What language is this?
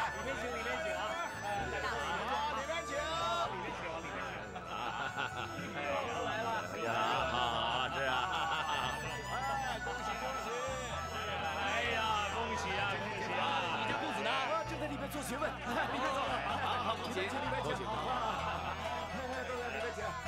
Chinese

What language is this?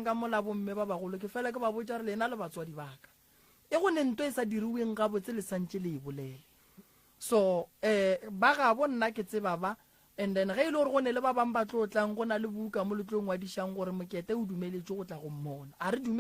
Northern Sotho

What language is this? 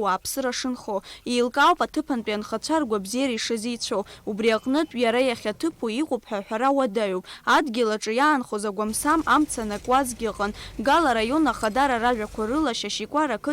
Abkhazian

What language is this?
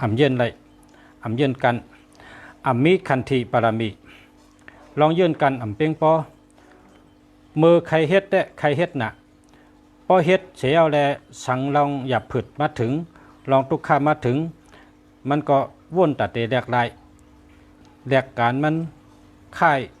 Shan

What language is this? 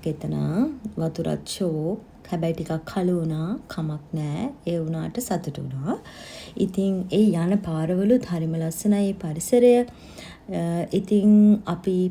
Sinhala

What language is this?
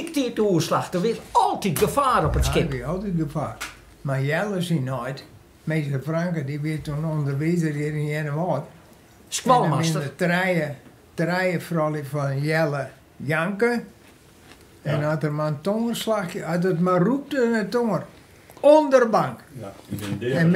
Western Frisian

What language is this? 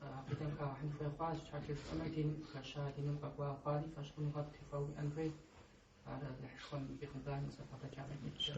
Kabardian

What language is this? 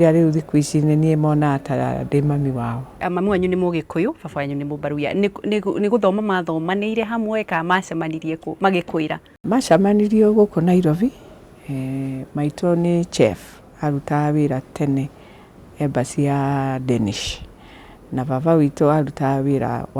Kikuyu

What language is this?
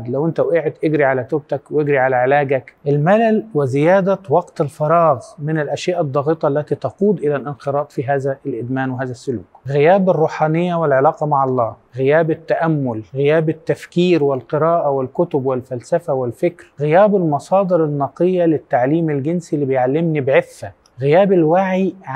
Egyptian Arabic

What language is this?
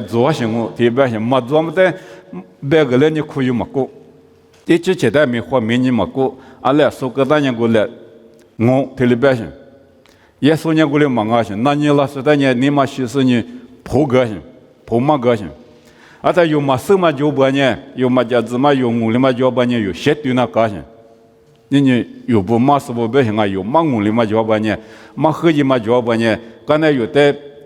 Lisu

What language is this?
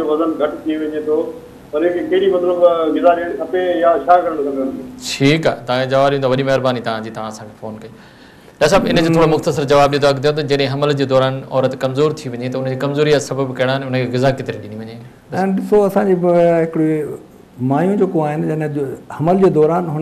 Sindhi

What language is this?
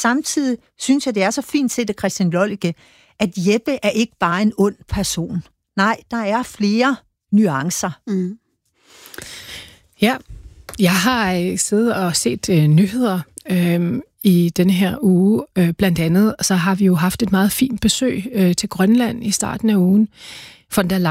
Danish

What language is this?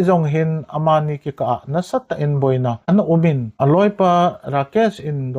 Thado Chin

